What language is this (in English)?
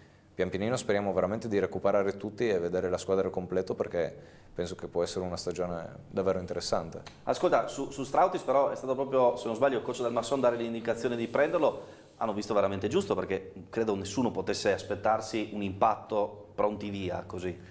Italian